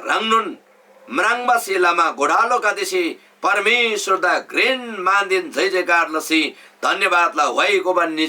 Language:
Eastern Tamang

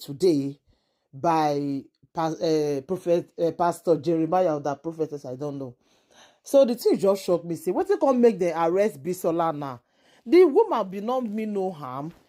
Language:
Nigerian Pidgin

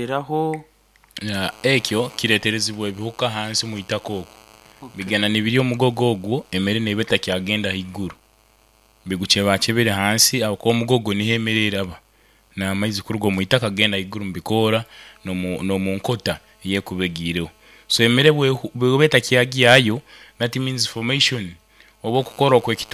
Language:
Nyoro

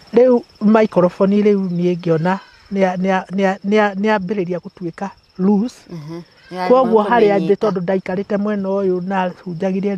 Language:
Kikuyu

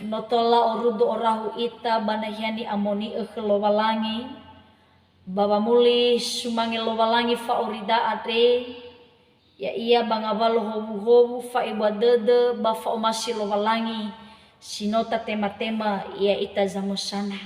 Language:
Nias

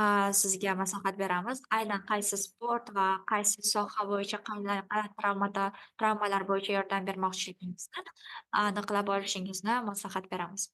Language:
Uzbek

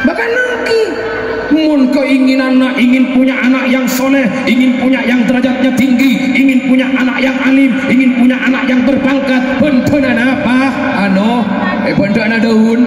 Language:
Madurese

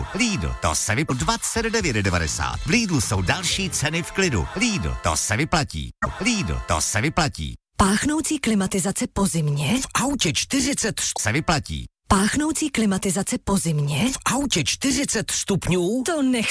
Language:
Czech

